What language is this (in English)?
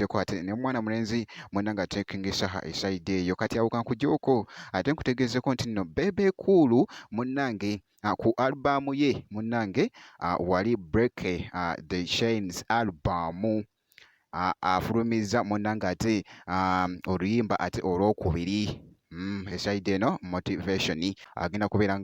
Ganda